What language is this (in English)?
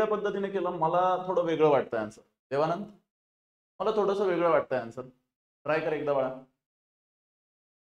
Marathi